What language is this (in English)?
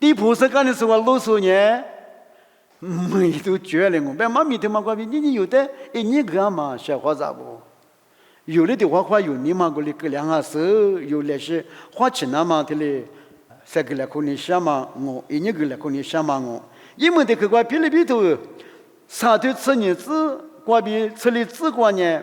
Lisu